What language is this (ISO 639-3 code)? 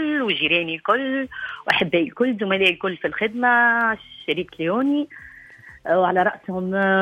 aeb